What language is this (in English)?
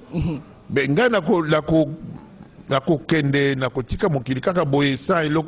Lingala